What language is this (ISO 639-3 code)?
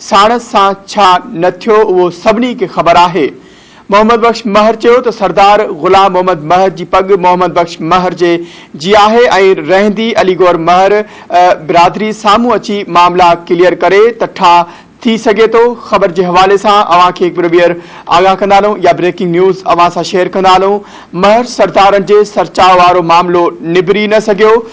snd